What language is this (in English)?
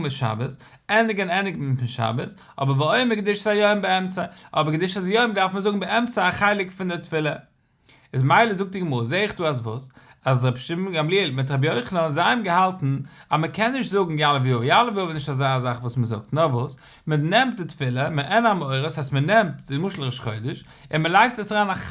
Yiddish